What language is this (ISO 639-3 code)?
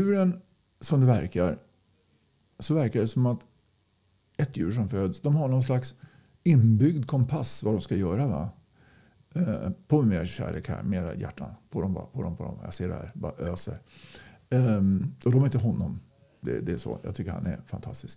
swe